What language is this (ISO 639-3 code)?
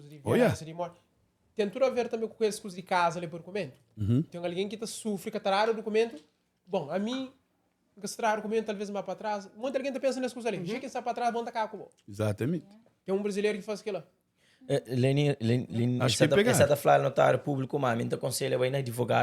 kea